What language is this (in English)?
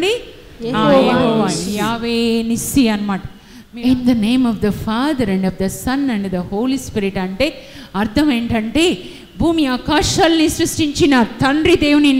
Telugu